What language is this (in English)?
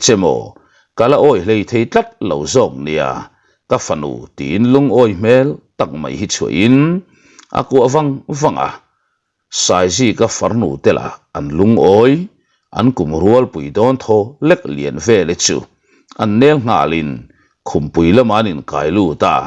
Mizo